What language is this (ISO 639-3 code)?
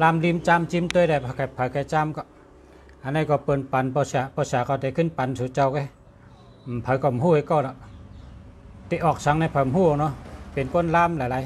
shn